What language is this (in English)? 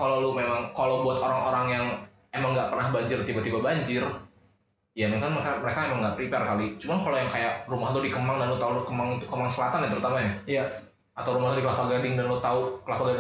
Indonesian